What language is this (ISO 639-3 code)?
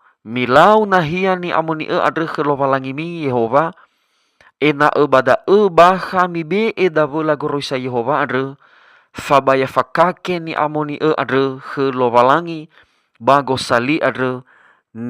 nia